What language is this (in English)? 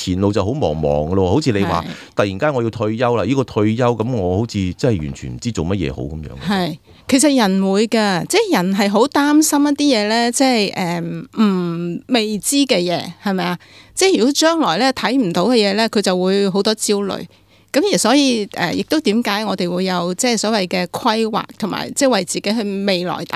Cantonese